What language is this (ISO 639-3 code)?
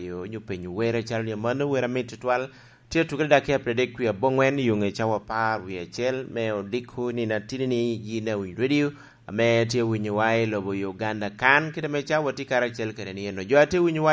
laj